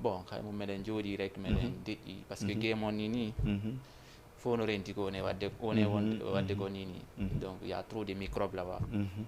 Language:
Fula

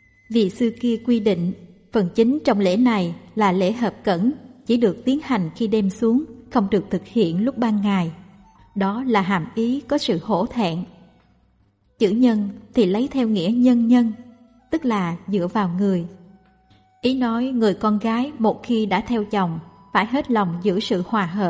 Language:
Vietnamese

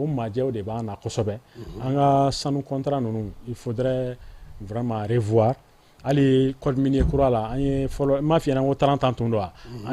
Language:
Bambara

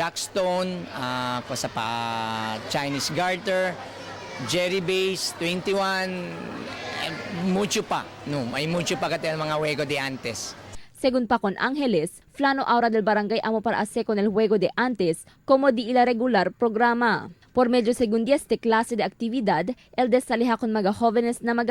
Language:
Chavacano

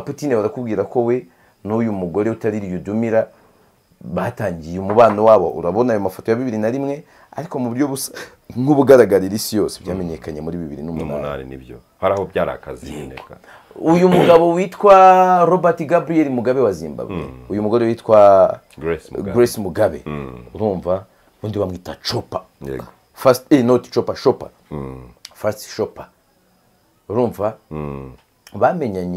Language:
Kinyarwanda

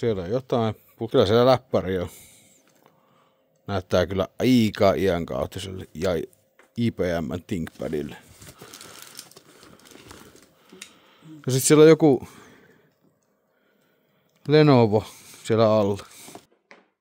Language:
Finnish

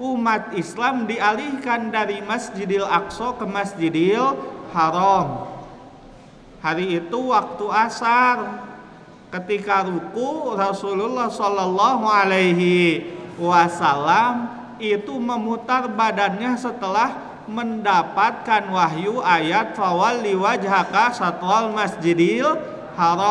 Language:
Indonesian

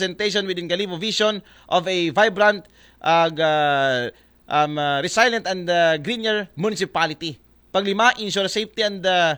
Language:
Aklanon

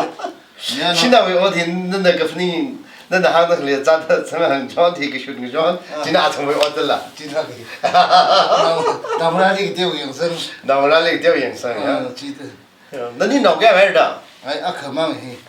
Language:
Tangkhul Naga (India)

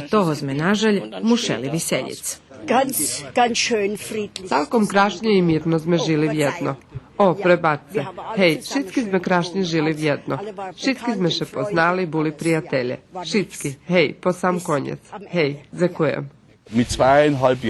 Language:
Rusyn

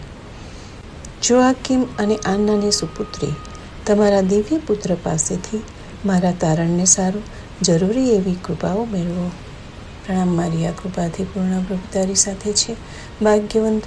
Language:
Gujarati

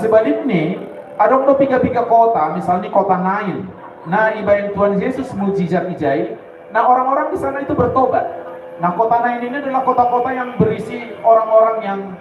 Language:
Batak Simalungun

